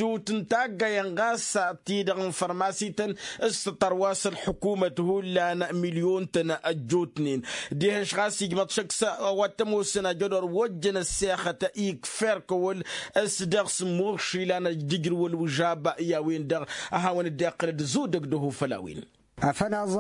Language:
Tamasheq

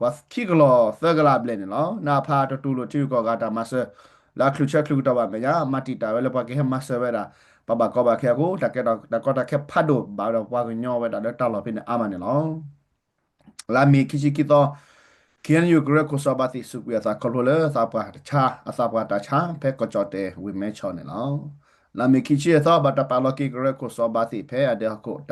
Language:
S'gaw Karen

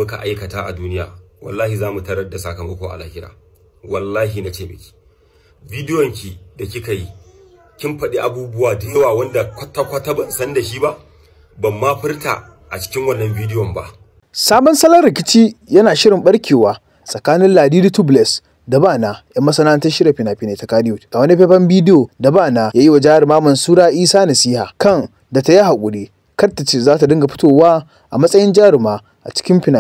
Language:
Hausa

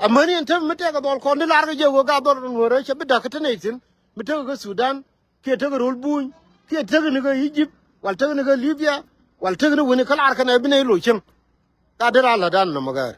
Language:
Nuer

